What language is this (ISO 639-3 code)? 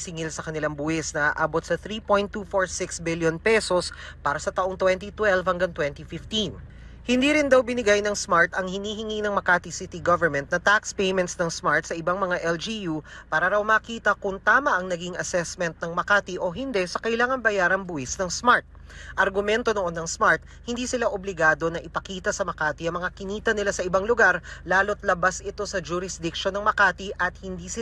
fil